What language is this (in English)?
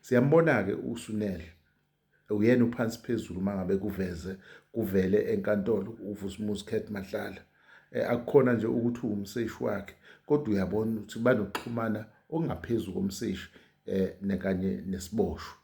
Zulu